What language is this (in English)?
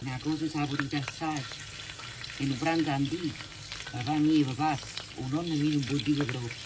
Neapolitan